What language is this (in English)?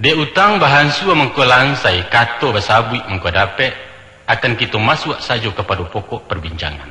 Minangkabau